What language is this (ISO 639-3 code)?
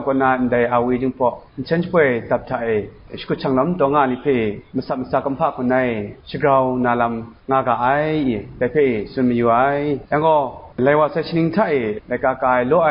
kac